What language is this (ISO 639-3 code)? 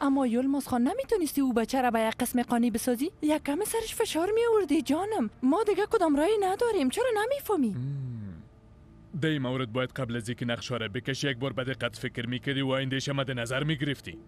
fas